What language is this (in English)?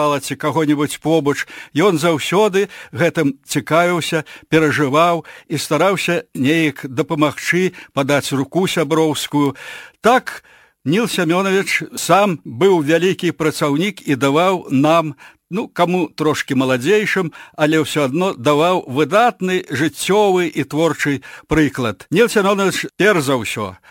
Belarusian